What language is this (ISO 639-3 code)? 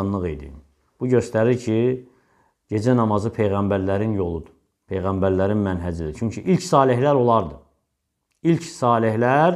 aze